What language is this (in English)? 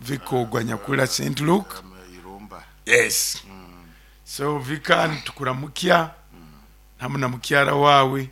Nyoro